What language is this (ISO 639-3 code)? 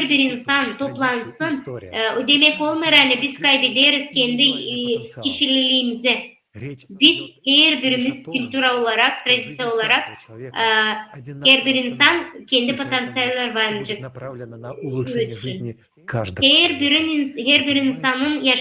gag